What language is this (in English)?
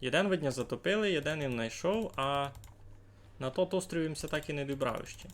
Rusyn